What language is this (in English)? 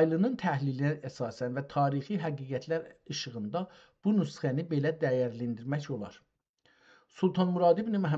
South Azerbaijani